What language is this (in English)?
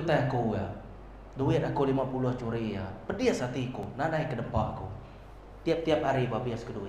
Iban